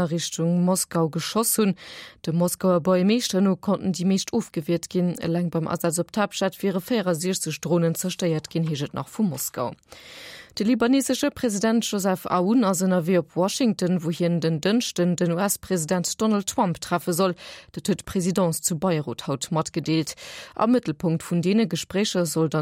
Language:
Luxembourgish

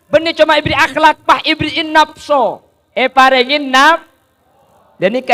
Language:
Madurese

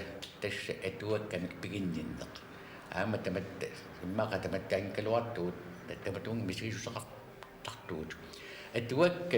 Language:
Kalaallisut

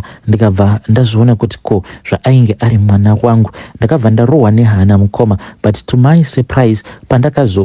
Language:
Shona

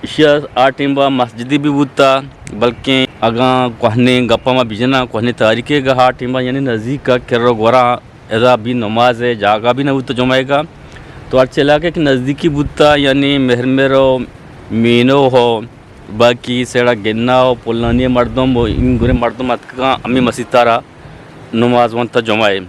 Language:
Eastern Balochi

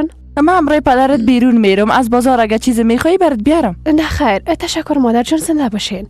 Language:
Persian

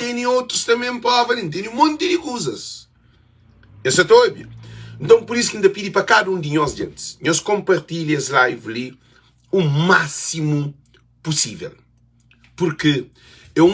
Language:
Kabuverdianu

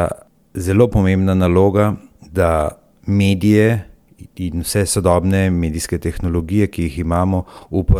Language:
Slovenian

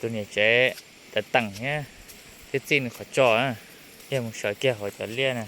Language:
Hmong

